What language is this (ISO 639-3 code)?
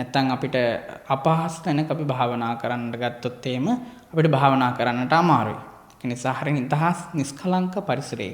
sin